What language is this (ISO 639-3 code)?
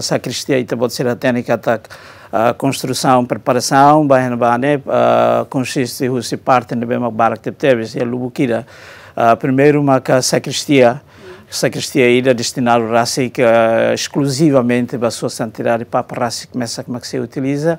tet